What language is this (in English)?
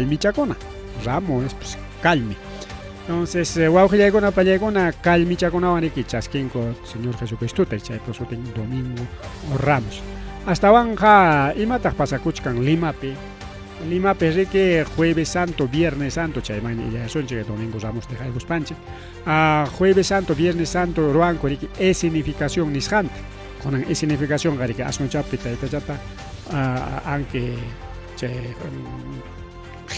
Ayacucho Quechua